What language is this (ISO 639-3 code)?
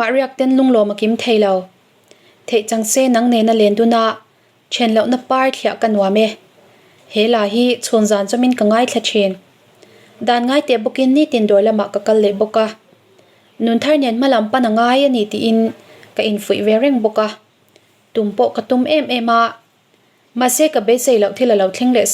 lus